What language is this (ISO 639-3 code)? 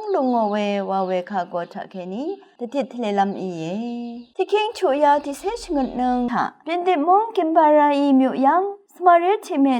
raw